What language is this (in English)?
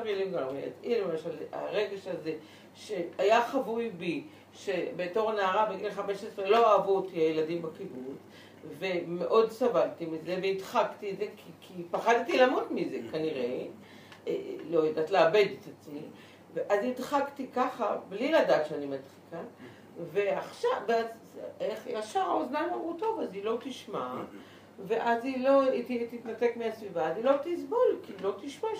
Hebrew